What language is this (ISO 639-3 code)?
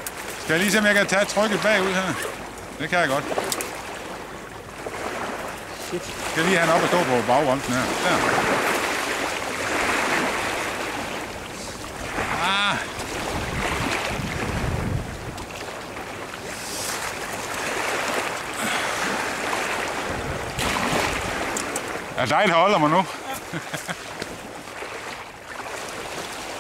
dan